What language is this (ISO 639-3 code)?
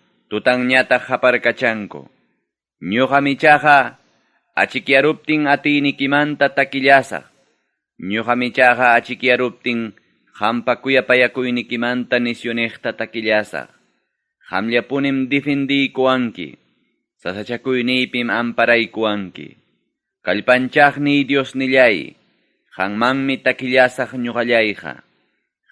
quy